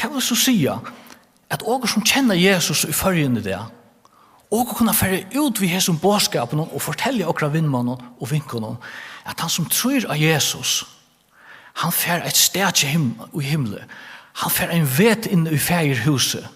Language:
Faroese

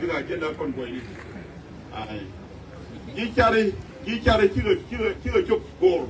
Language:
Nuer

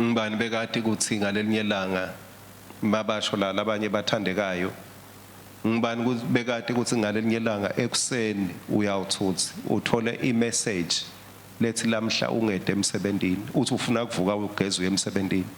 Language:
Swati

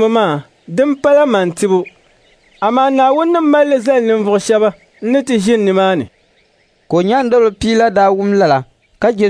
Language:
Dagbani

